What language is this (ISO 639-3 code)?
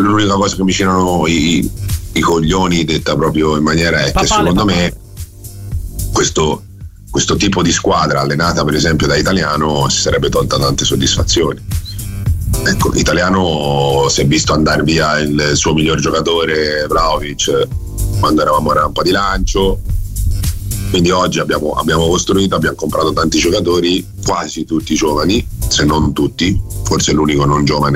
ita